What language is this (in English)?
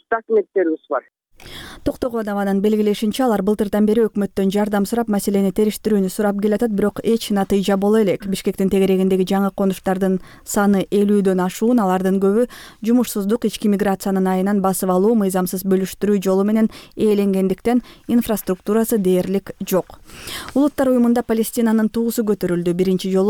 Kyrgyz